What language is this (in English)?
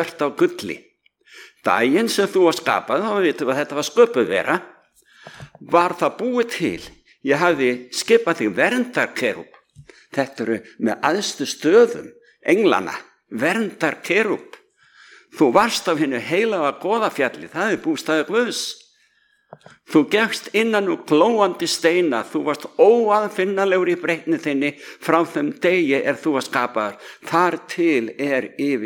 Icelandic